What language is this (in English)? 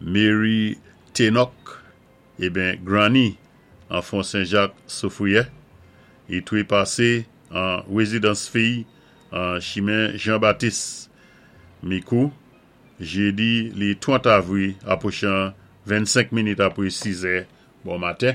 Saint Lucian Creole French